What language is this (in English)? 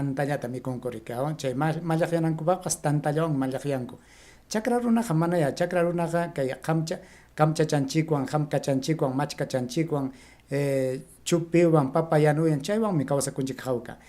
Ayacucho Quechua